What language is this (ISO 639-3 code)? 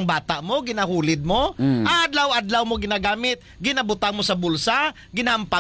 hil